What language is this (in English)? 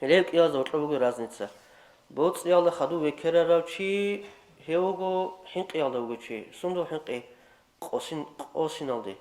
Avaric